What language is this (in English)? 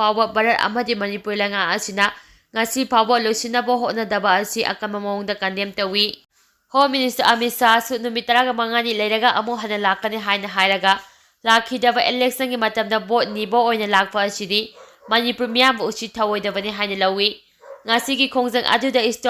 Manipuri